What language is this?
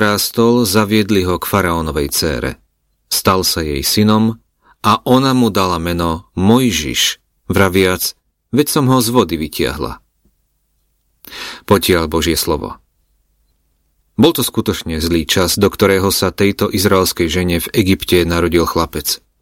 Slovak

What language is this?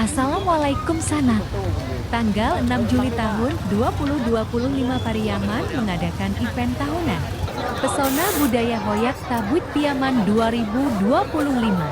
Minangkabau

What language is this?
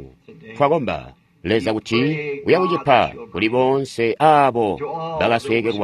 Tonga (Zambia)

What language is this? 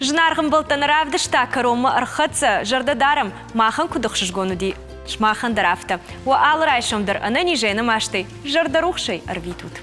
Ossetic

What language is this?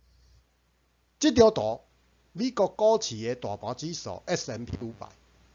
Min Nan Chinese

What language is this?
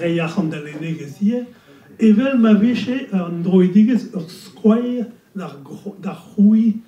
Breton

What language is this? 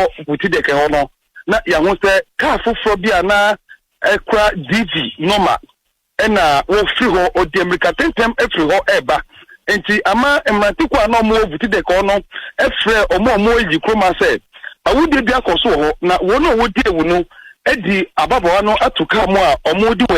Akan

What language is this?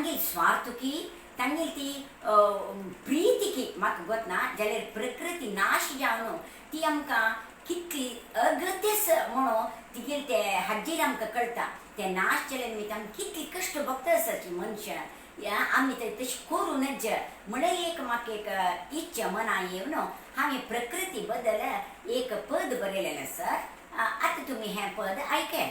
Konkani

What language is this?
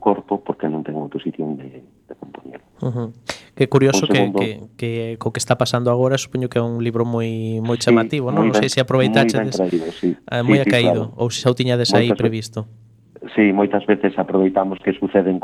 Galician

